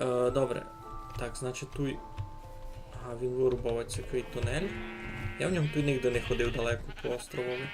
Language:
Rusyn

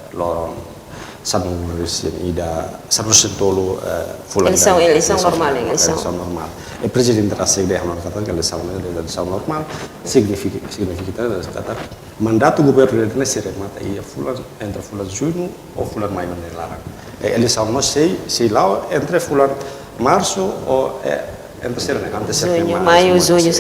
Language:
Tetum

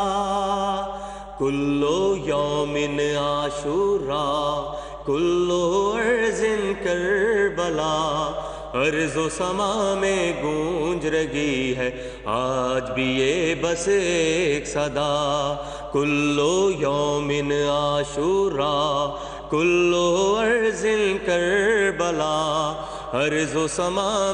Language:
Urdu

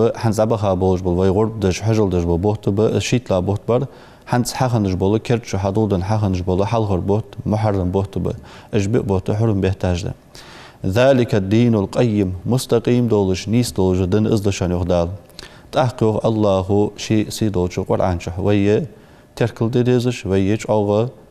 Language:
Ingush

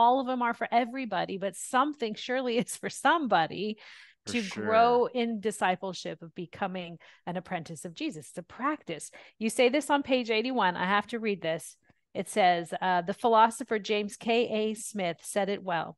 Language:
English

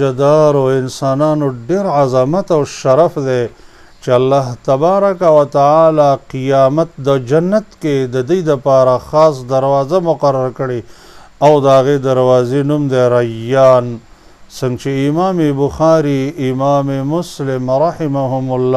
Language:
Pashto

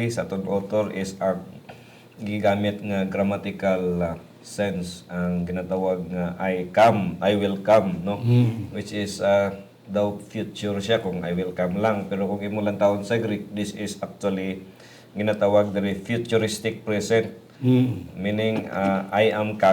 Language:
Hiligaynon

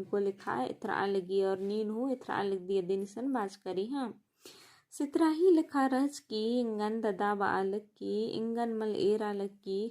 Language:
Kurukh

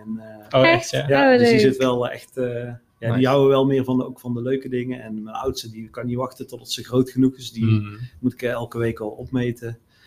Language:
Dutch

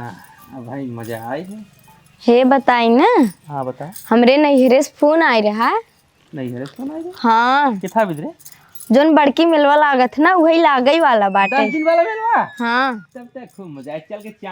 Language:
Awadhi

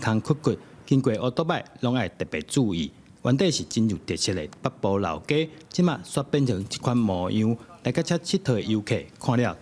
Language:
Min Nan Chinese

